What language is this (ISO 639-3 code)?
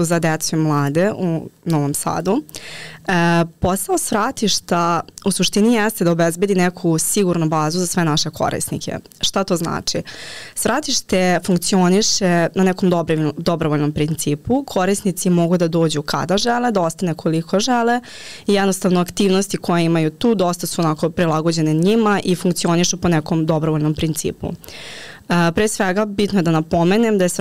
srp